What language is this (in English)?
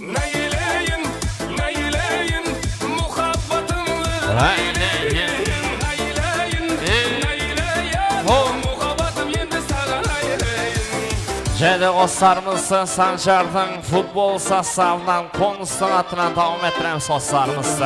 Kara-Kalpak